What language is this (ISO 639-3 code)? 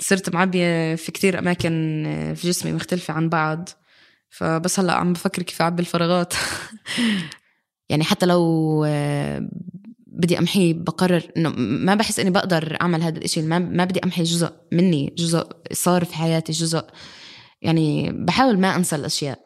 apc